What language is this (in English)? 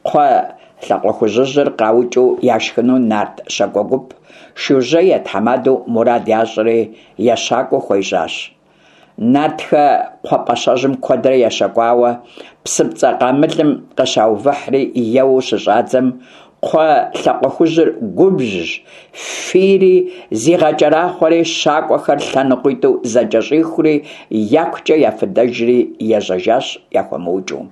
Kabardian